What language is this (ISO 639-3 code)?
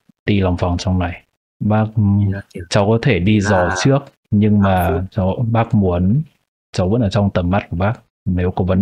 vie